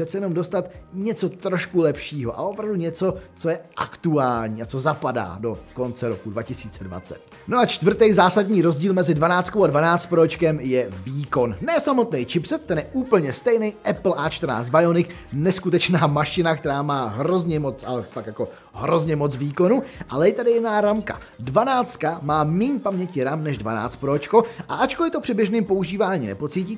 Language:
Czech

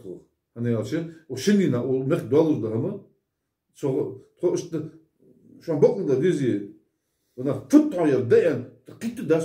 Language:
Ingush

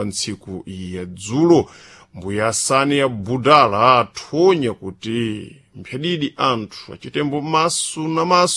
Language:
Sena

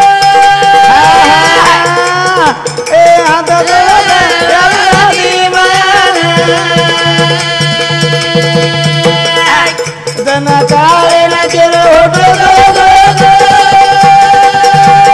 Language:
Lambadi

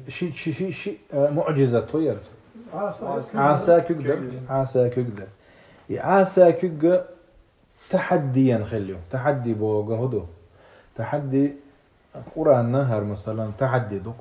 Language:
Chechen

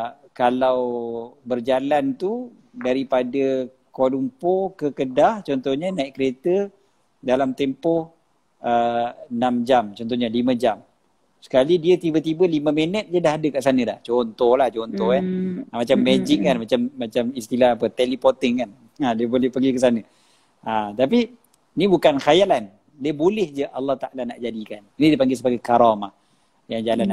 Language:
Malay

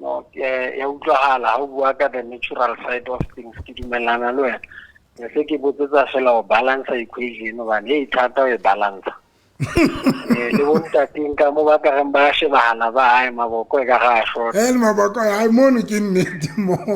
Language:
Southern Sotho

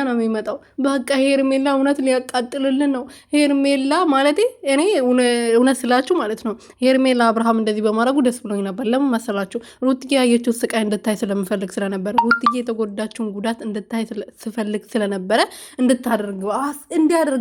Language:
Amharic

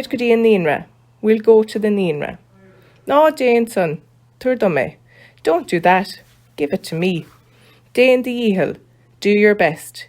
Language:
Irish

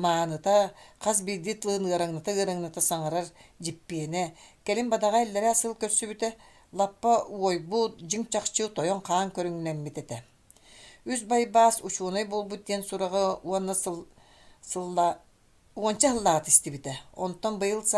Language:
Yakut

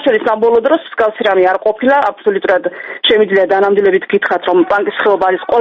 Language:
Georgian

